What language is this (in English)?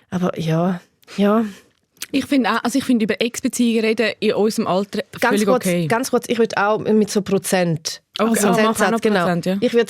Swiss German